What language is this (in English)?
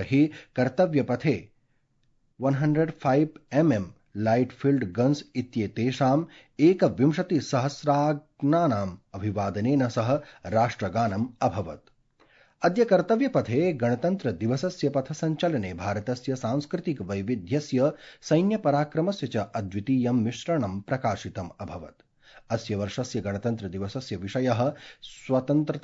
Sanskrit